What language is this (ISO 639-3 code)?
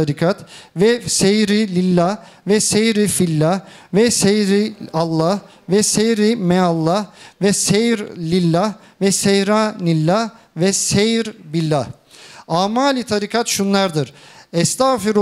tur